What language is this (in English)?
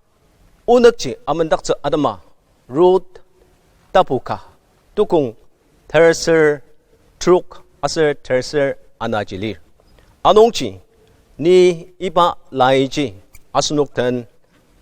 Ao Naga